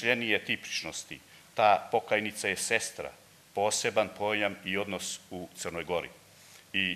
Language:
Serbian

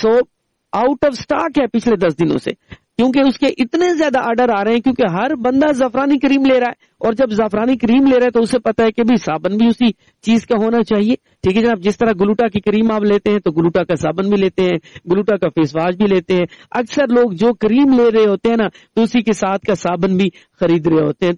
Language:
Urdu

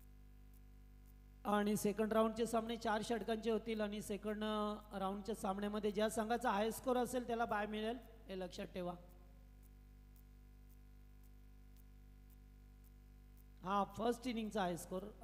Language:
Marathi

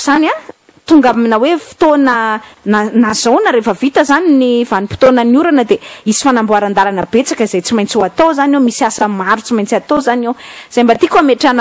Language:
Malagasy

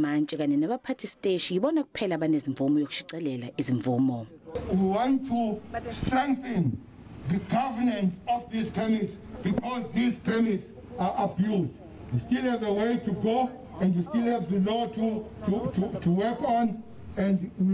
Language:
Zulu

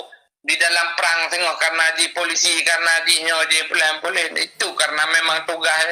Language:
Achinese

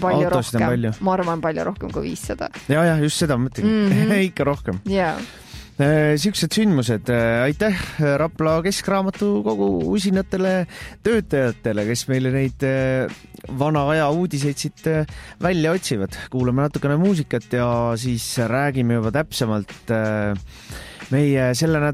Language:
Estonian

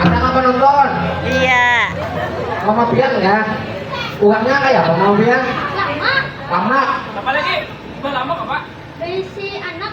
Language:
Banjar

